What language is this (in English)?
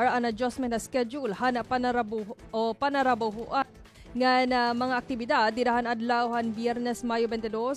Waray